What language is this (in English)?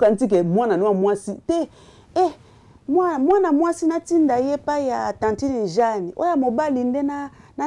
Lingala